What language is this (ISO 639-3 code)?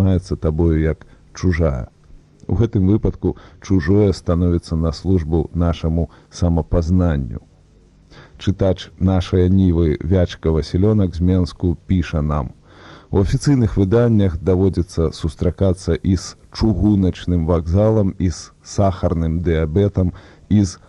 bel